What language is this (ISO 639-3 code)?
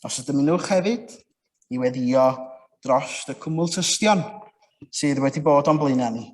cym